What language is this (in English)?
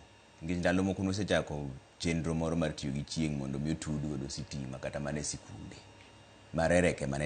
Luo (Kenya and Tanzania)